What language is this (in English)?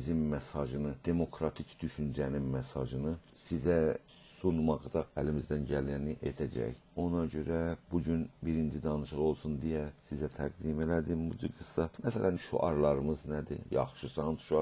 South Azerbaijani